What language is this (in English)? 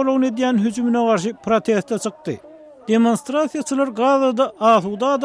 Turkmen